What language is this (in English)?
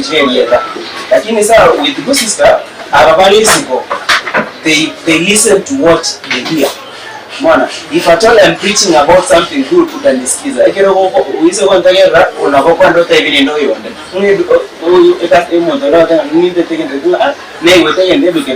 Gusii